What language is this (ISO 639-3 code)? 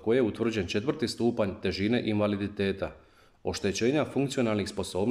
hrv